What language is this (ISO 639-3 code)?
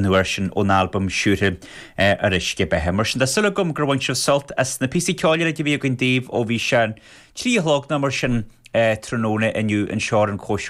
gle